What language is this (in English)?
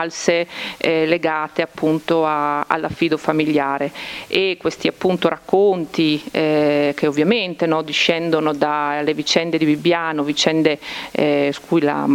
Italian